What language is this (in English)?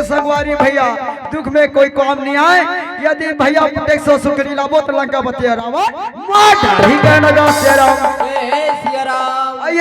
Chhattisgarhi